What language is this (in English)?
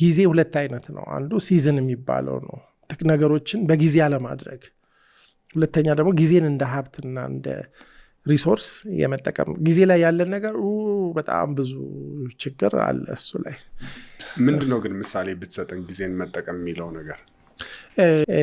Amharic